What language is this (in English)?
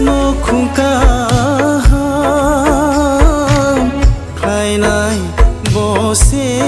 Kok Borok